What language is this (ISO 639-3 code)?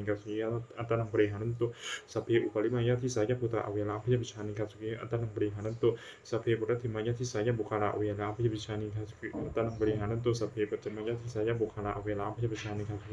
pli